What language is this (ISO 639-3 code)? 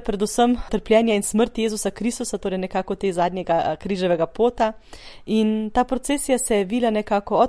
slv